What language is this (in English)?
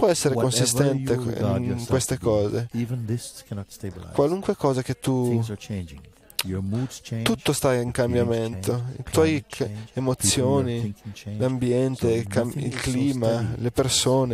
Italian